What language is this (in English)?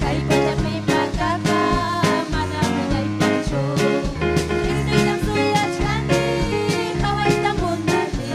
Ayacucho Quechua